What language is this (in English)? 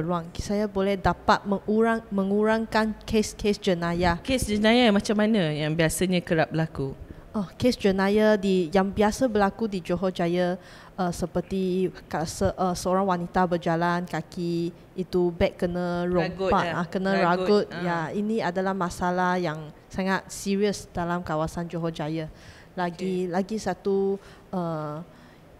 Malay